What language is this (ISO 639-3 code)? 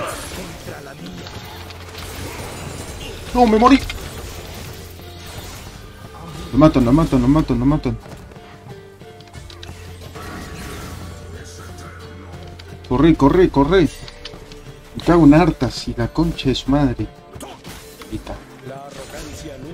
spa